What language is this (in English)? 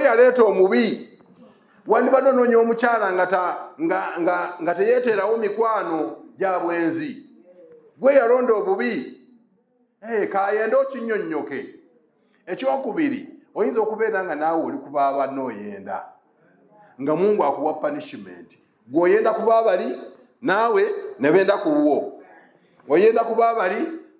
Ganda